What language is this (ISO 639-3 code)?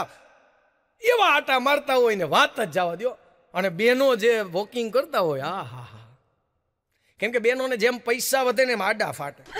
guj